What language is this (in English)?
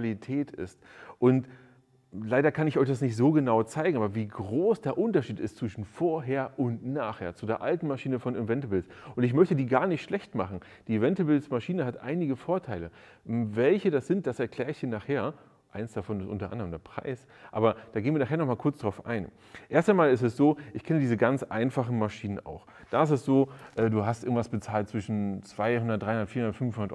German